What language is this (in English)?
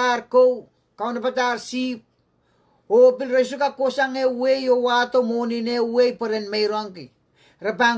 Pohnpeian